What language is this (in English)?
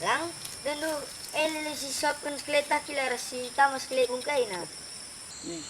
Batak Karo